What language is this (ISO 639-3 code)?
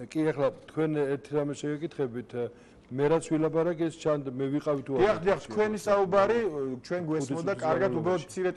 kat